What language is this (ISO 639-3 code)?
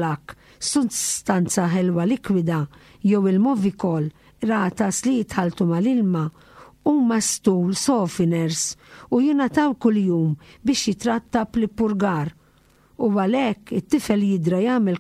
mlt